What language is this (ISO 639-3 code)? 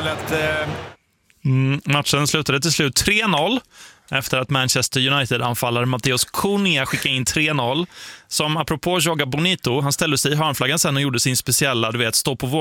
swe